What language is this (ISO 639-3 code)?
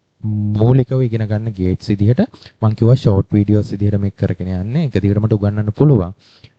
sin